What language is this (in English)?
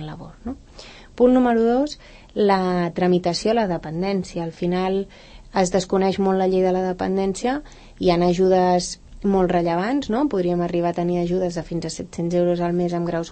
Catalan